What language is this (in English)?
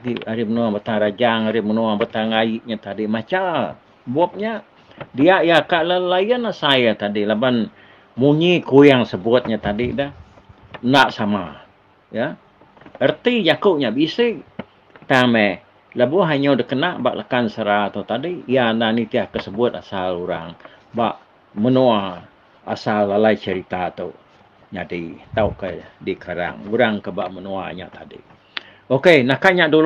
Iban